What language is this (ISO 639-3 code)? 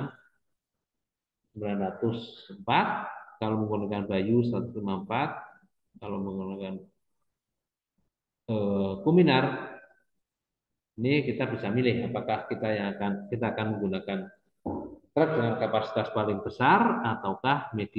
ind